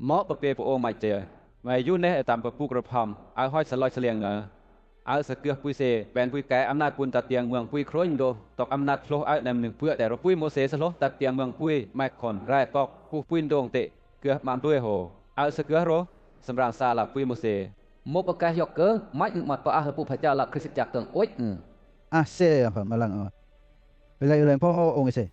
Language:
Western Lawa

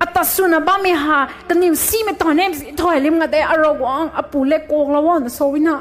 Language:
Rongmei Naga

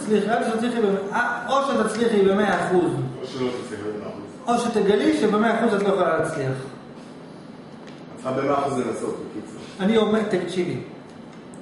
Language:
Hebrew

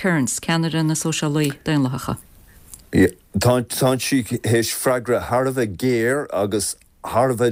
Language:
Irish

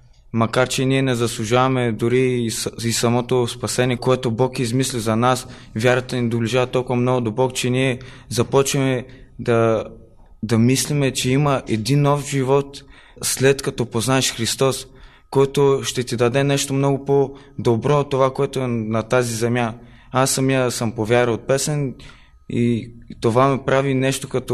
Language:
Bulgarian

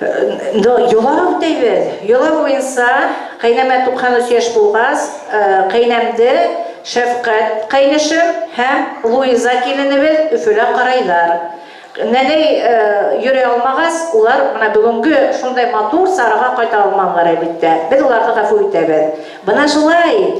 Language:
Bashkir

